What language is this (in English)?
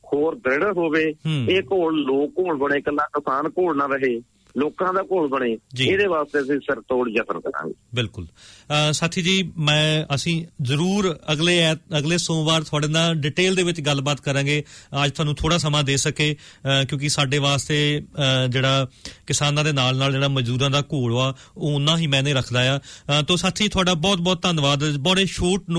Punjabi